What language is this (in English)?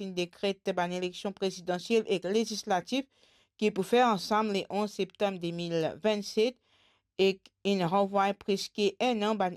Morisyen